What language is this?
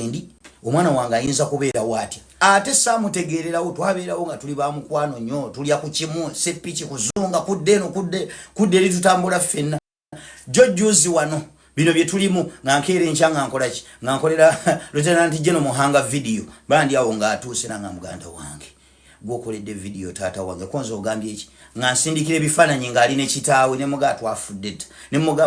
Ganda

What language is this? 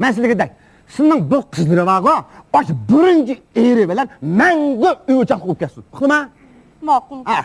Uyghur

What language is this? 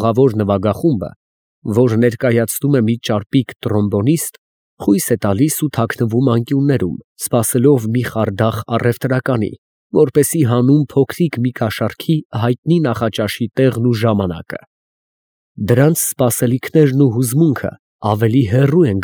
Armenian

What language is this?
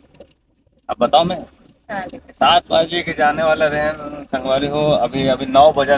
Chhattisgarhi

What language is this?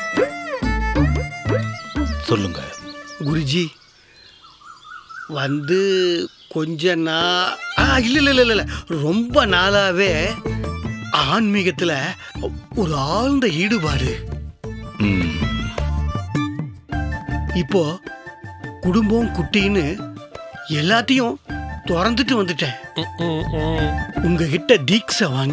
Tamil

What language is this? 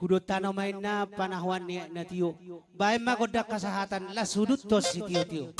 Batak Toba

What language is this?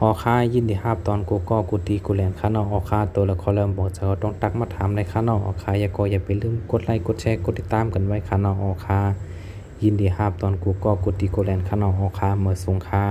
Shan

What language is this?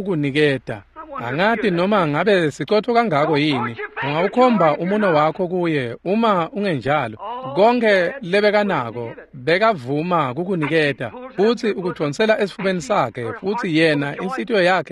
Swati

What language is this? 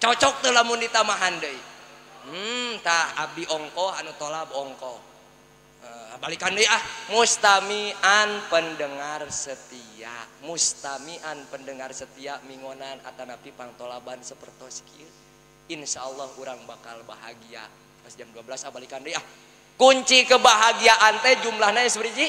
Sundanese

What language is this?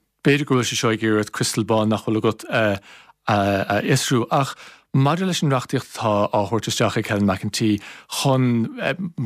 Irish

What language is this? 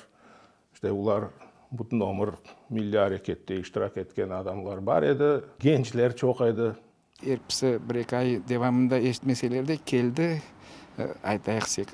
Crimean Tatar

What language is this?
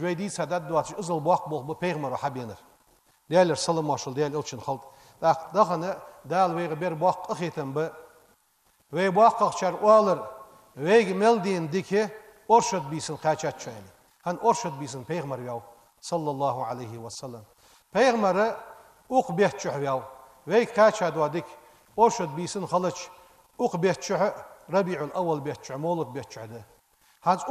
Ingush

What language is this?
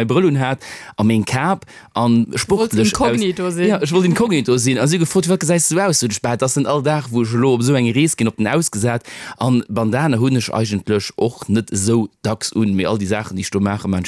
Luxembourgish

